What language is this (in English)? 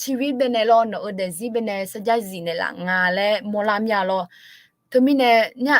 Akha